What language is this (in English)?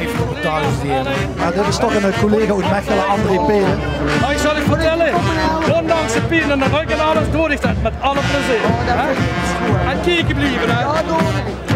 Limburgish